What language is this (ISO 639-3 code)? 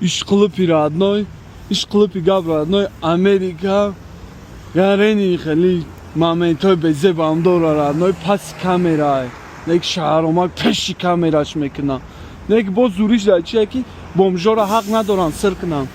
tgk